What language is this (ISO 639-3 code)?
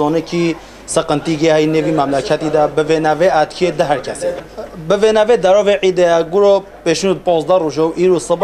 kur